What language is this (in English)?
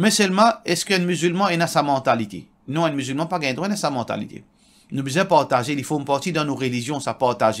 Morisyen